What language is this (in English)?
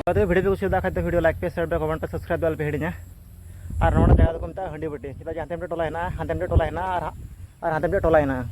Santali